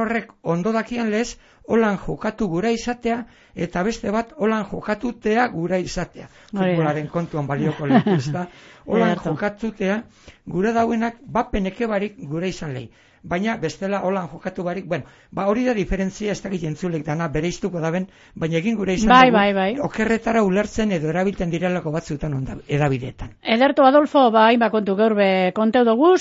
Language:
Basque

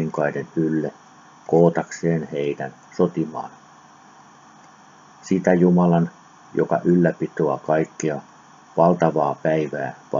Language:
Finnish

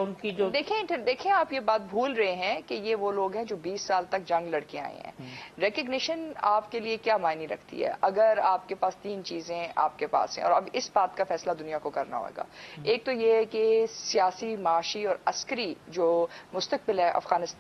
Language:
Urdu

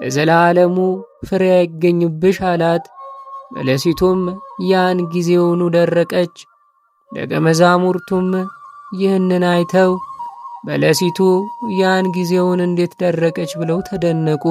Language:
Amharic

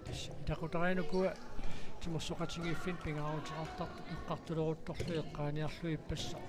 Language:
Kalaallisut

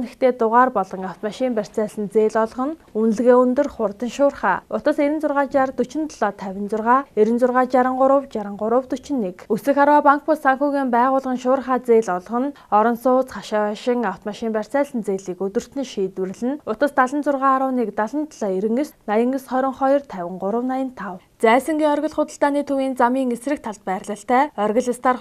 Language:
Mongolian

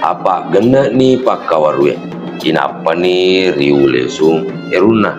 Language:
Buginese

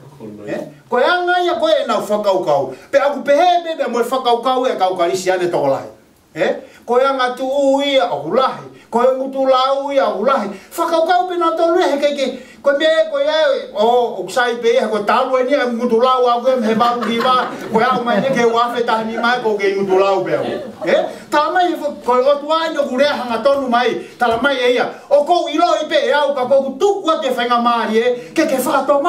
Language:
Tongan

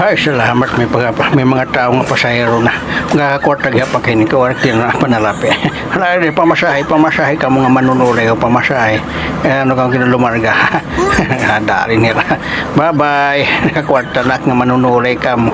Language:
Waray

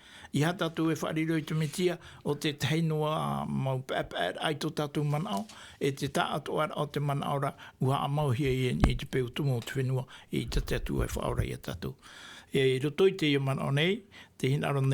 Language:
Tahitian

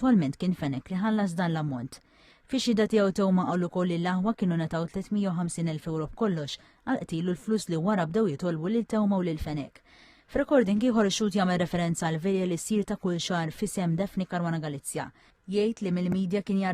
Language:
Maltese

